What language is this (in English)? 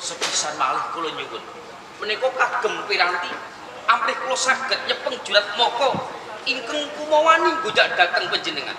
Javanese